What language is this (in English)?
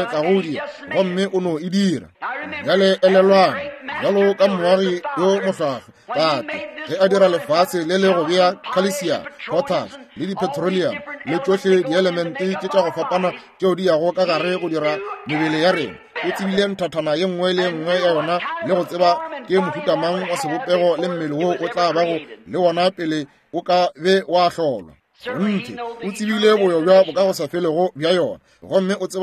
Northern Sotho